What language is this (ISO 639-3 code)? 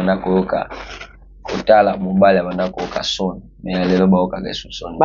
lin